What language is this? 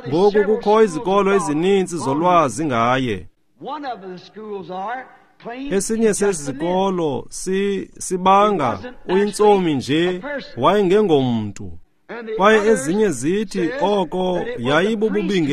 Xhosa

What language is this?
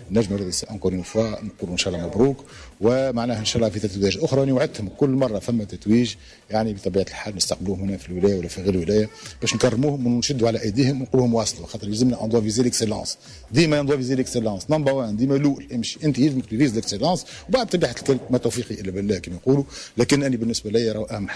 Tunisian Arabic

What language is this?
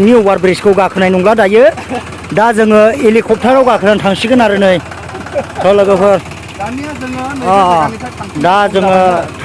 Bodo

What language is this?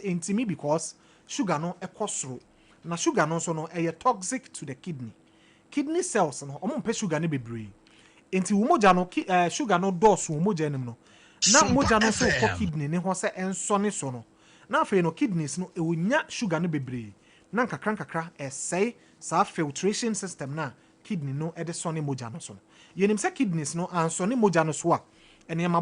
Akan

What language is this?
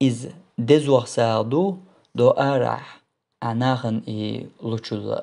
Chechen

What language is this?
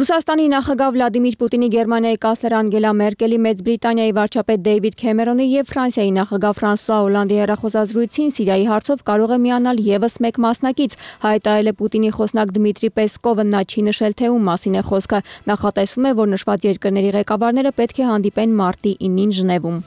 Armenian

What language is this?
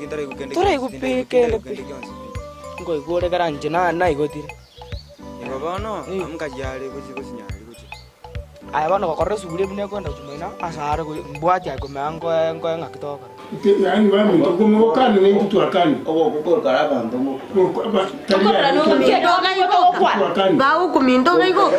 Gusii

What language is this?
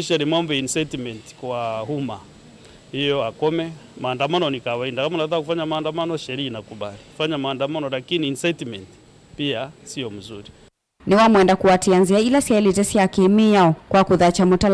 Kamba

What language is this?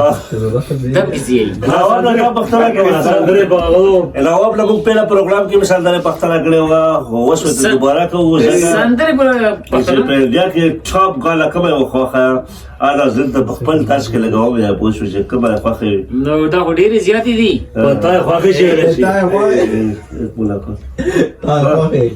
Pashto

